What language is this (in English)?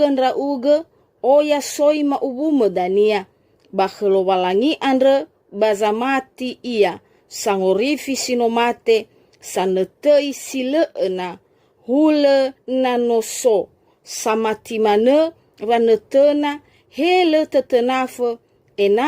Nias